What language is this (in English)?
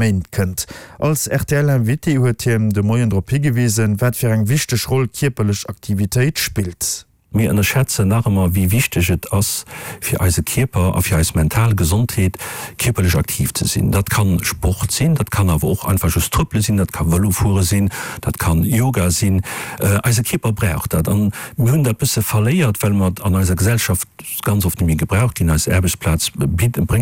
Luxembourgish